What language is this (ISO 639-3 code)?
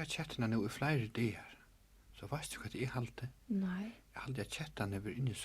fao